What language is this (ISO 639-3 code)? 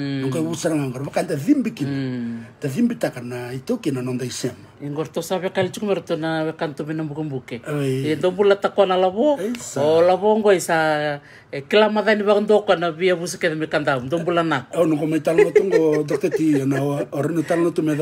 fij